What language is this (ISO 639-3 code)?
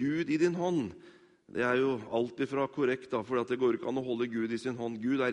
nor